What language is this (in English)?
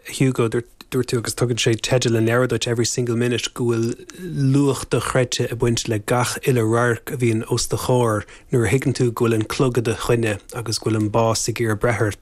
Irish